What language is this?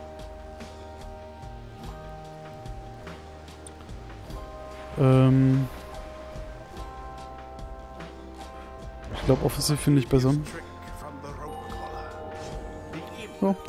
German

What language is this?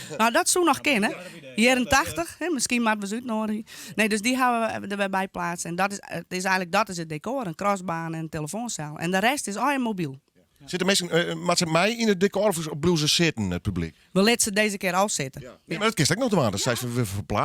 Western Frisian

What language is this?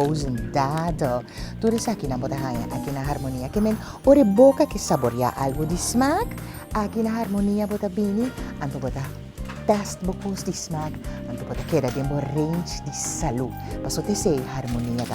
Papiamento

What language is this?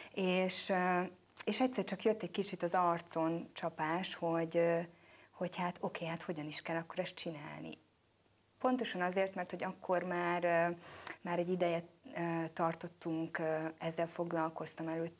Hungarian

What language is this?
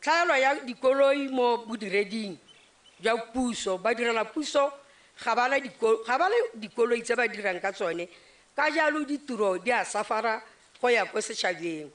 Tswana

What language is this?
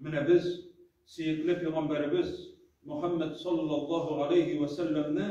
Tatar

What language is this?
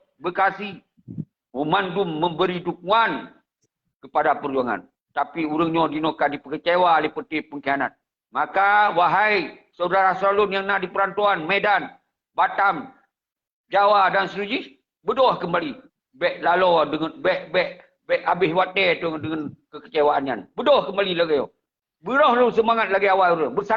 Achinese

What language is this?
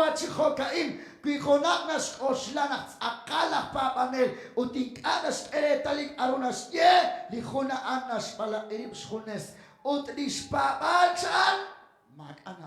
Kekchí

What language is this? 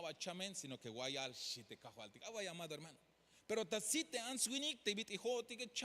Tzeltal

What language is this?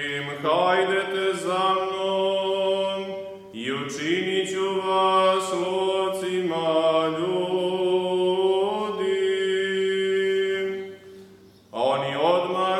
Serbian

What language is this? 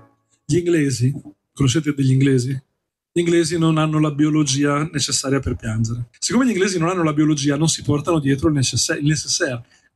Italian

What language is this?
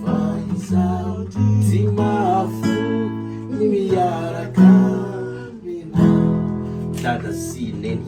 Malagasy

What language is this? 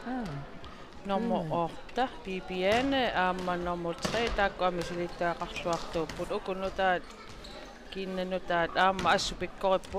Kalaallisut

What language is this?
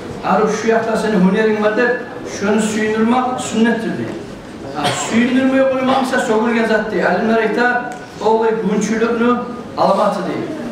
Kumyk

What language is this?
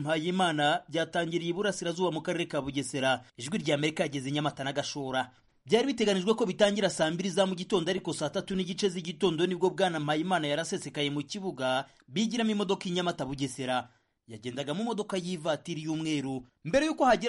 Kinyarwanda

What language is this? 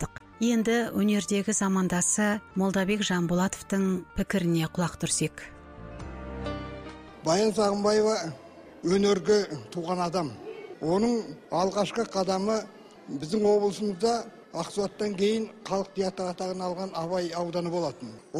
Kazakh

